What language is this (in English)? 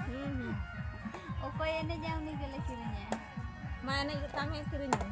Santali